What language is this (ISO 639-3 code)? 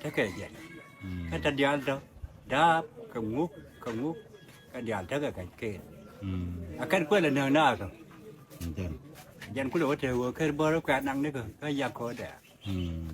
nus